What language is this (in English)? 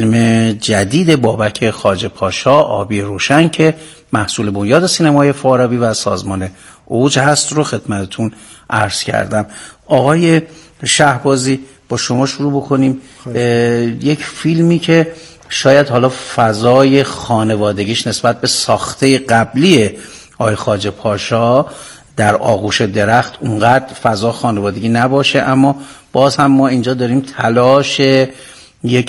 Persian